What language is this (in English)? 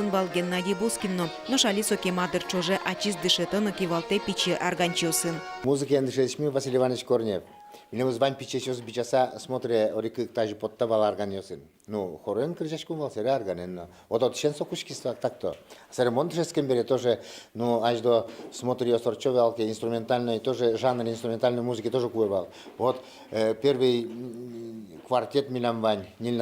Udmurt